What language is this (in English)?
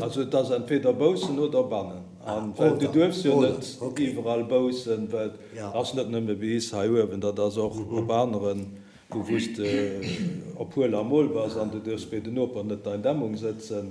Luxembourgish